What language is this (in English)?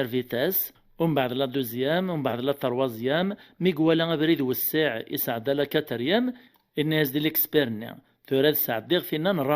Kabyle